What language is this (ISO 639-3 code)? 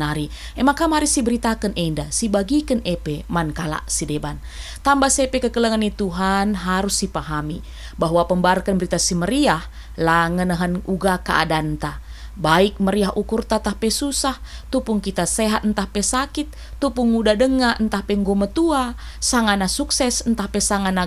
btx